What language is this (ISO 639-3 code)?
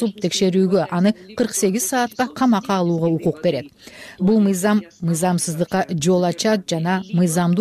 kir